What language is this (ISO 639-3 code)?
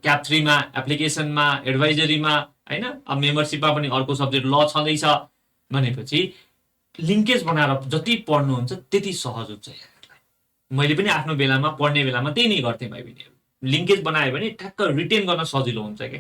nep